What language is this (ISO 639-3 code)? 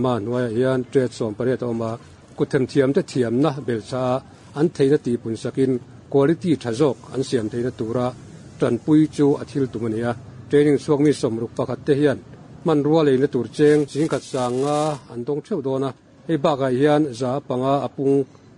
lus